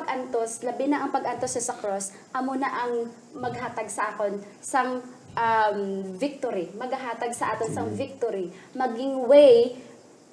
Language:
Hiligaynon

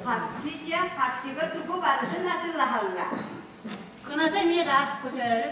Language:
Yakut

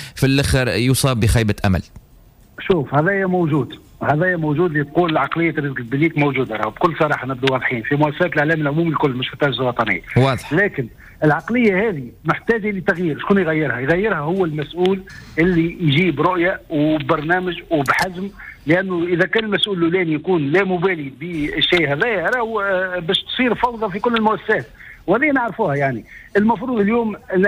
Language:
Tunisian Arabic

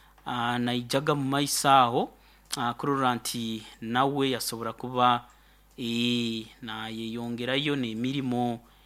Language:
Nyoro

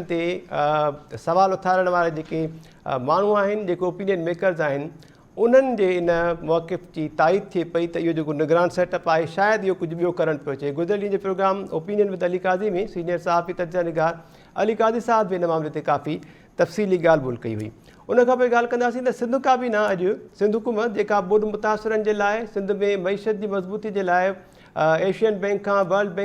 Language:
Sindhi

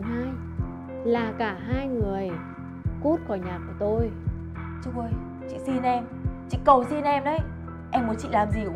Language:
Vietnamese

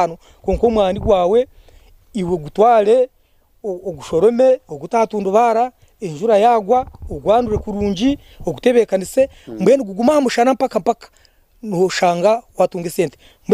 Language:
Nyankole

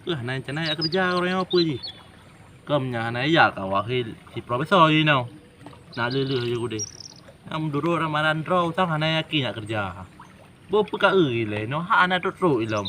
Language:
Achinese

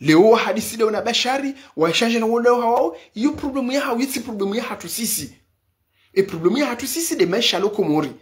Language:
Ngazidja Comorian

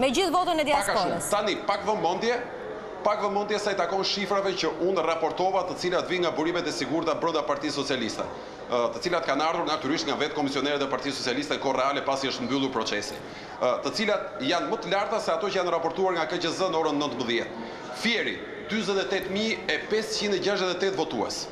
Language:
Albanian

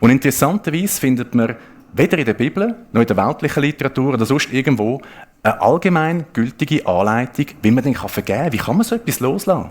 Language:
Swiss German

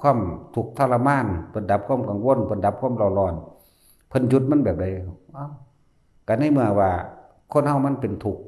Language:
Northeastern Thai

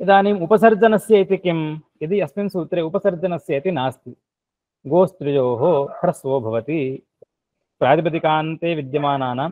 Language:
Sanskrit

